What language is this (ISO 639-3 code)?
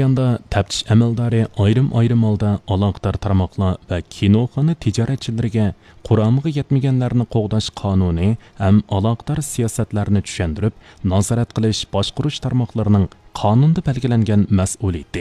uig